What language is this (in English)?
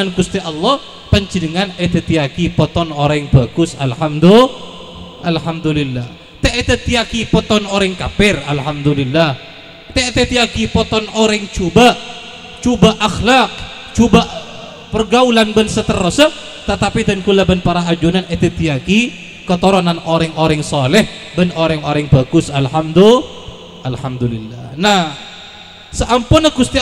Madurese